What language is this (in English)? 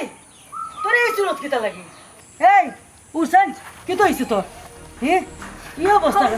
Sylheti